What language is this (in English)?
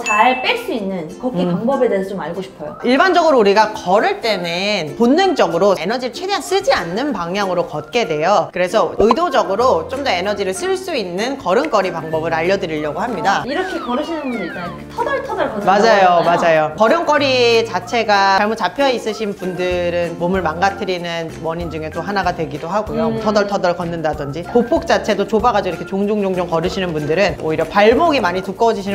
Korean